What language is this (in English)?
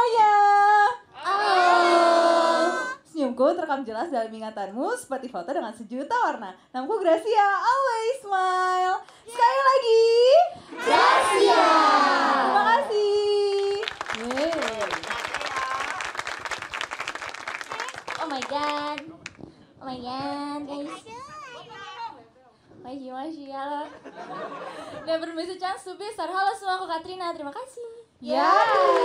Indonesian